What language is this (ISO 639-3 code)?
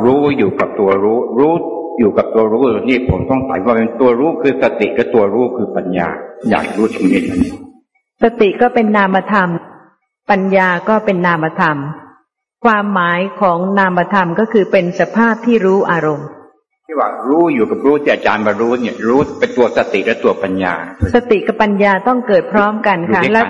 tha